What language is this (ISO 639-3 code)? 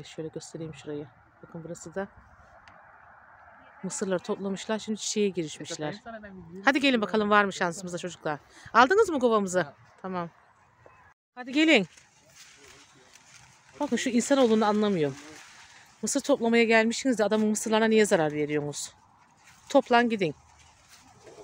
tur